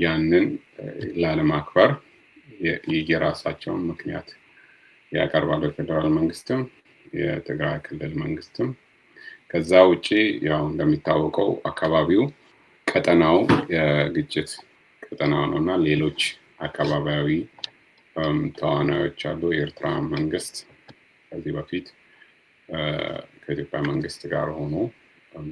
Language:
Amharic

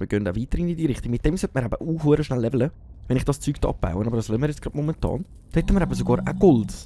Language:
Swiss German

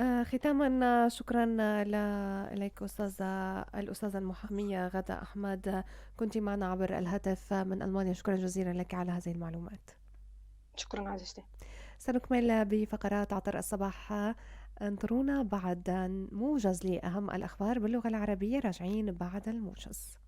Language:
North Levantine Arabic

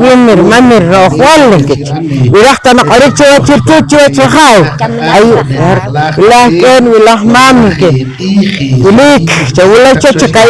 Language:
Poqomchi'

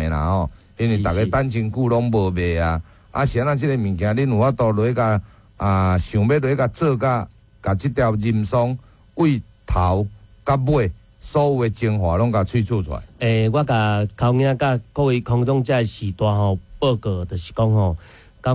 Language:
Min Nan Chinese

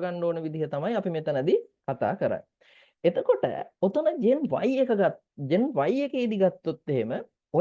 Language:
Sinhala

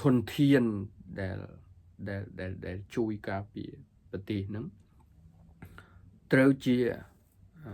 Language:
Khmer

